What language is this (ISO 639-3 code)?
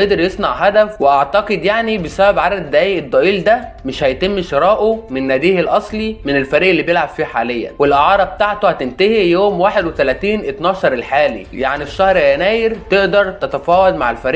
arz